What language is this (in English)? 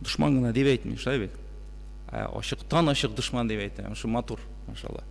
Tatar